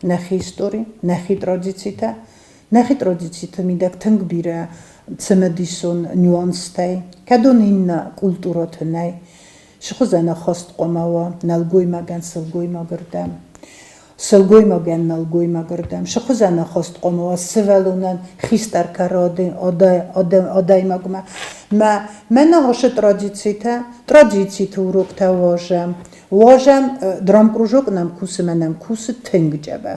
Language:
Ossetic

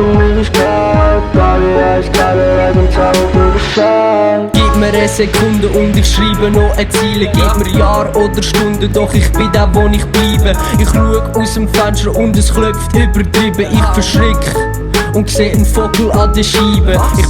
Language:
Swiss German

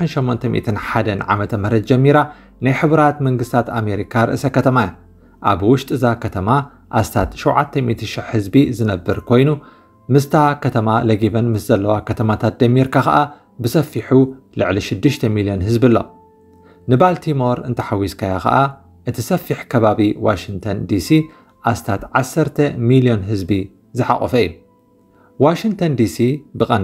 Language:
Tigrinya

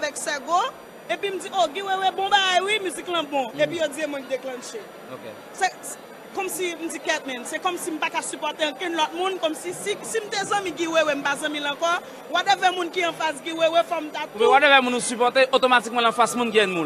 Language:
Haitian Creole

